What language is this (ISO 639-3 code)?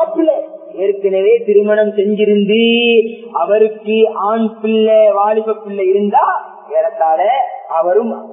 tam